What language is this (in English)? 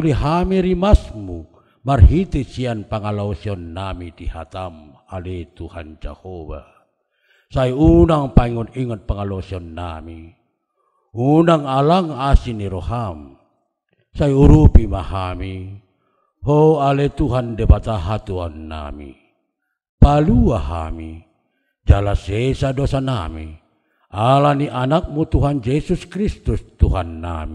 Batak Toba